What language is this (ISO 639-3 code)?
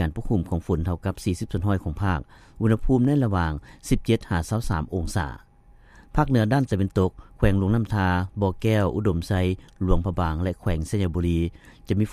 lao